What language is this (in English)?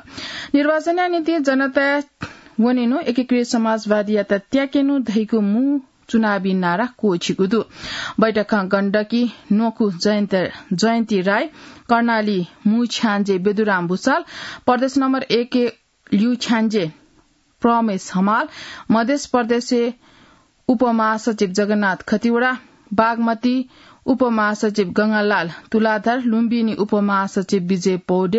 Newari